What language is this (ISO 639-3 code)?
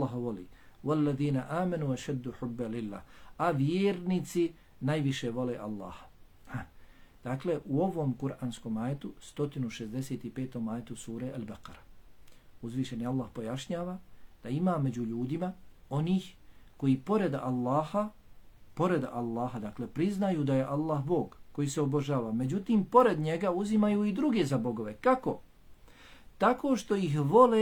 bos